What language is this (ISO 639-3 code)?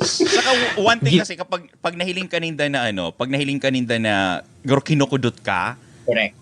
bik